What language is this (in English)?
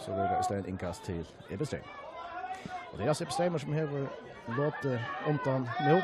Faroese